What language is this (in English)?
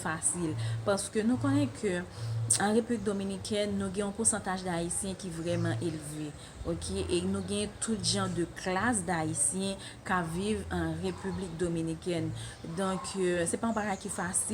Haitian Creole